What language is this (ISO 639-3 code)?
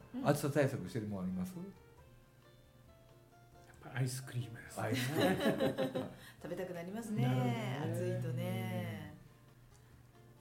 jpn